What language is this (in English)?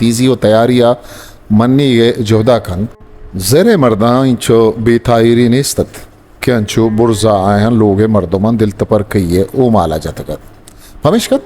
Eastern Balochi